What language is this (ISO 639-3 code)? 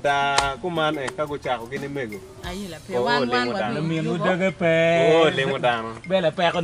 ach